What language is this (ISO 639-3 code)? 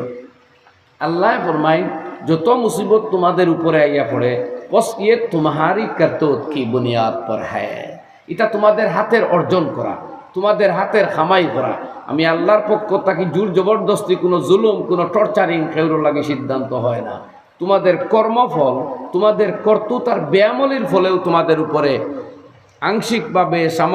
syl